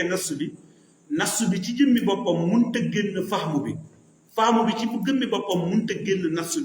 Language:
Wolof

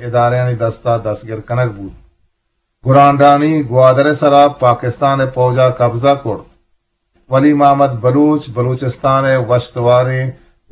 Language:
Eastern Balochi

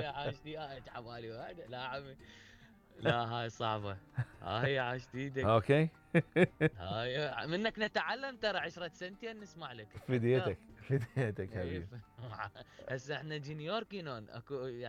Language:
Mesopotamian Arabic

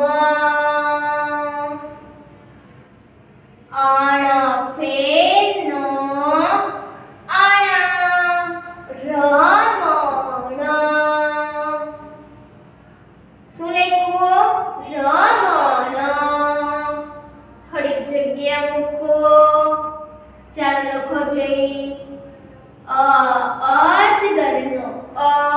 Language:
Gujarati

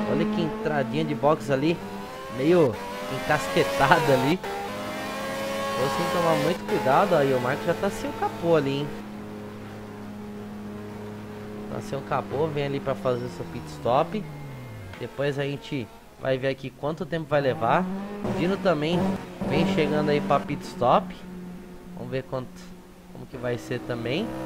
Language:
Portuguese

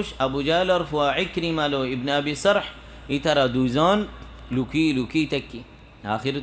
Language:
Rohingya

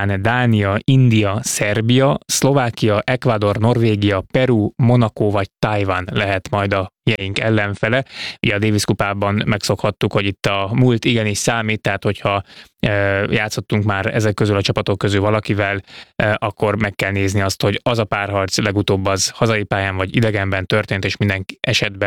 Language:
Hungarian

